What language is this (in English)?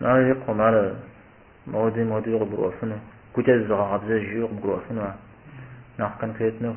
Kabardian